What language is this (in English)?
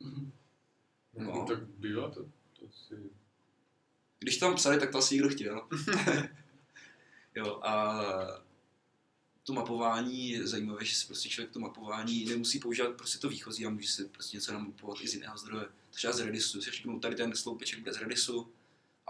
Czech